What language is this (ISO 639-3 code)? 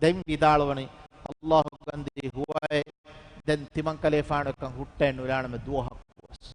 div